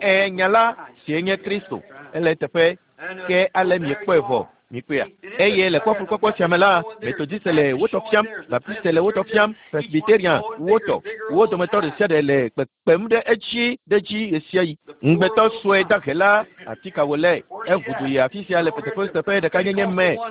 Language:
Ewe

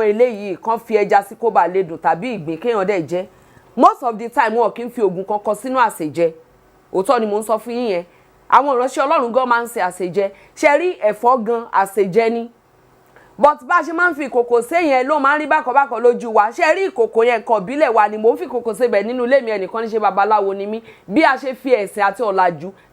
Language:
Yoruba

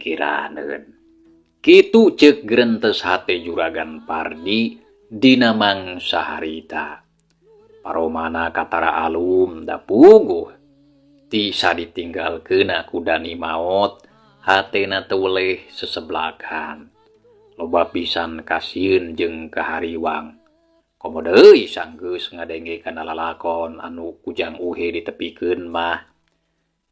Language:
Sundanese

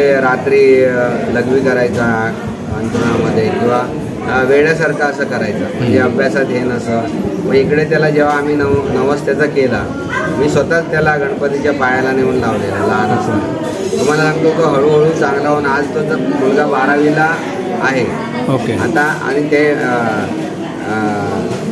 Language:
Marathi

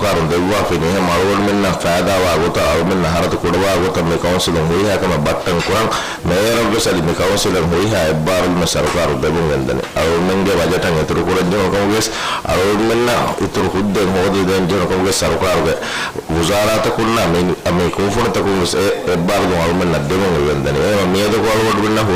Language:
Divehi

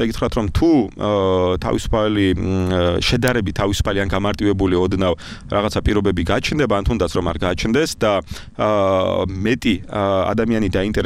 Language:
Georgian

